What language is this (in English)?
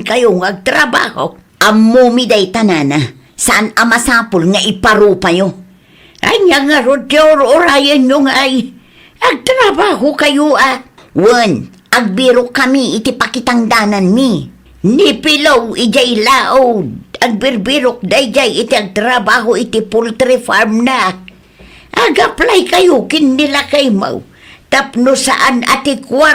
Iloko